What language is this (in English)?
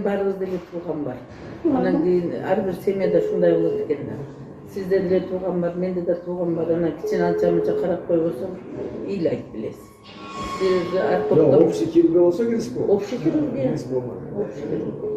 Kyrgyz